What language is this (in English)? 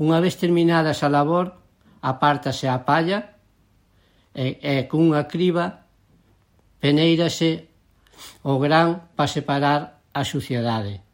Galician